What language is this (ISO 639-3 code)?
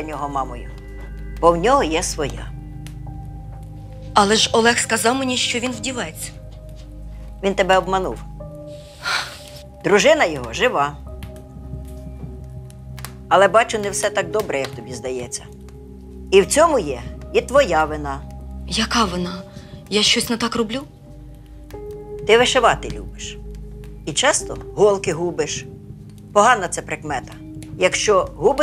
ukr